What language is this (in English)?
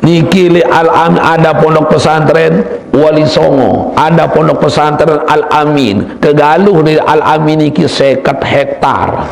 Sasak